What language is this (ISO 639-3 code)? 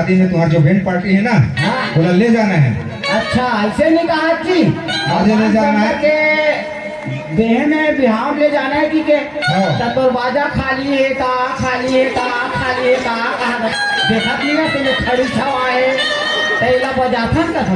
hne